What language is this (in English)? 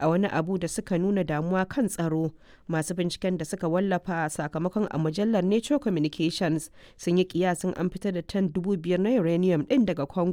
Hausa